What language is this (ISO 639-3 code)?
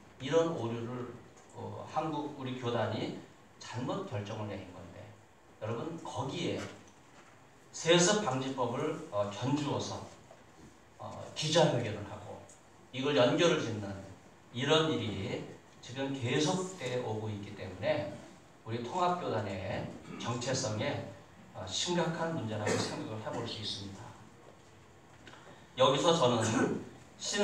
kor